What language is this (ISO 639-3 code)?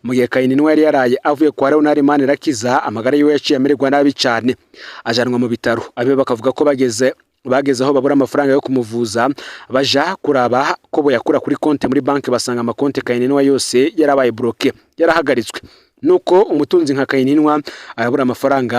run